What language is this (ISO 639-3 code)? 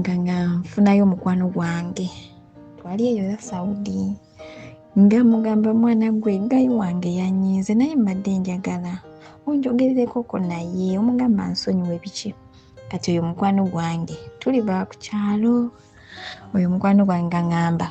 lug